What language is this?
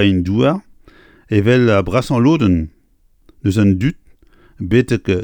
Breton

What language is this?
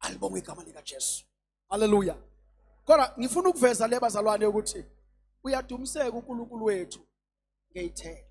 Zulu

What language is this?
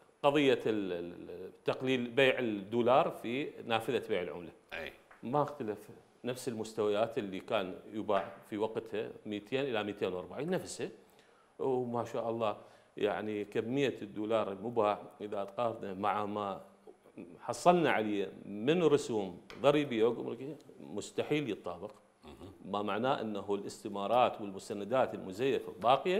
Mesopotamian Arabic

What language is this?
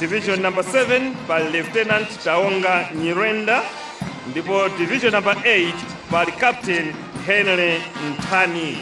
Nyanja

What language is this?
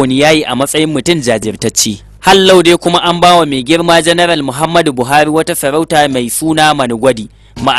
Hausa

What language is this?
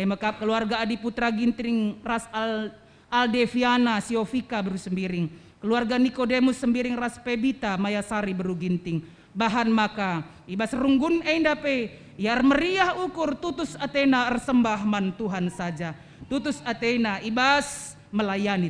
Batak Karo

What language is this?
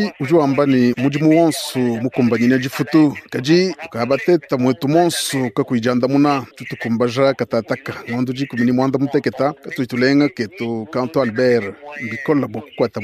Luba-Lulua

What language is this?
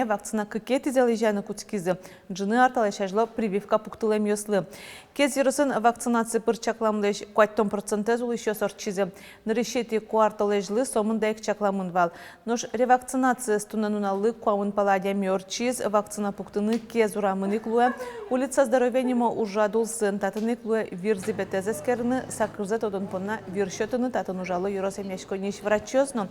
Udmurt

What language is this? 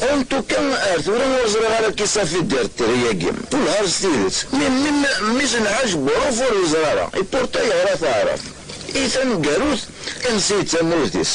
Kabyle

